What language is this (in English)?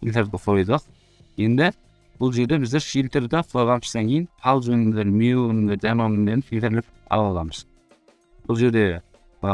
Kara-Kalpak